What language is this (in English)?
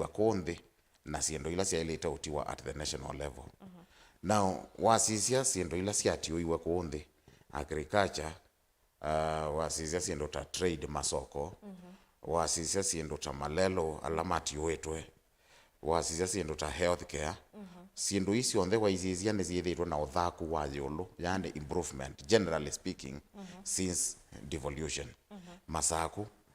Kamba